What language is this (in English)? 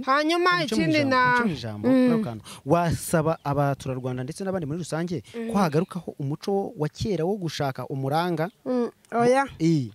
Kinyarwanda